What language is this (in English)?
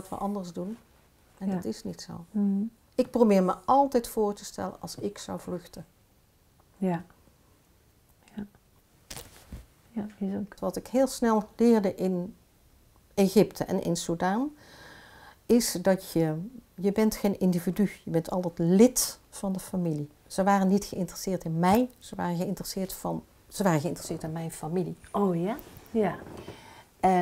Dutch